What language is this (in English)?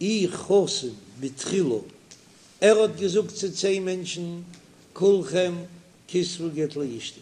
Yiddish